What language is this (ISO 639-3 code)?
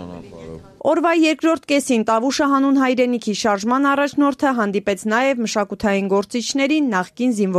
hye